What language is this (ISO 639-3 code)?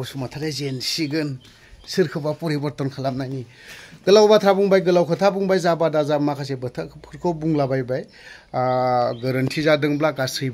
brx